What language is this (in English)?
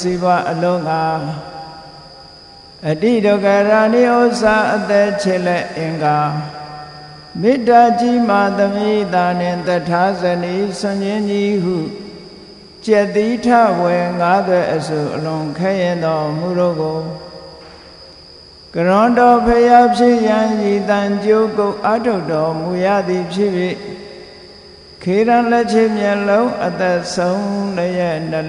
Burmese